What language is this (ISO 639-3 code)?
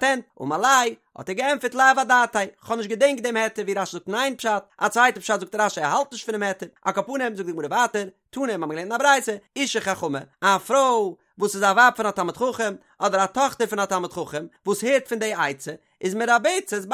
yid